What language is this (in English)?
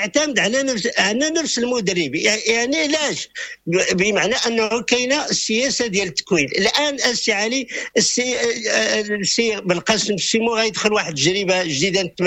Moroccan Arabic